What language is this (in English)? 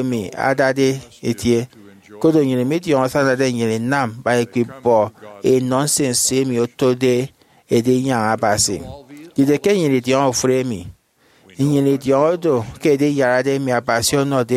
Efik